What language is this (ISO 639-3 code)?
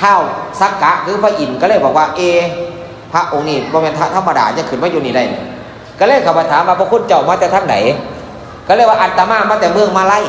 tts